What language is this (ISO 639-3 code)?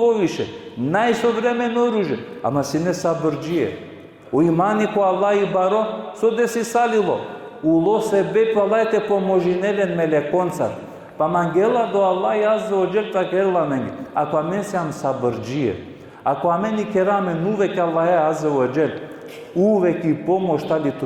rmn